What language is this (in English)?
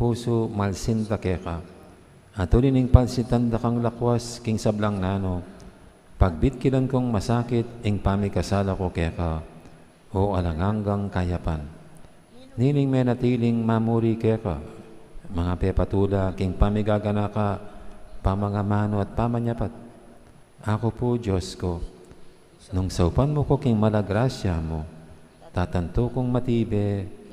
Pampanga